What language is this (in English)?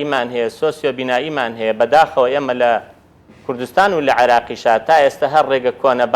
Central Kurdish